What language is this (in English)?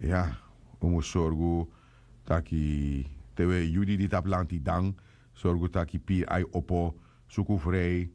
Sranan Tongo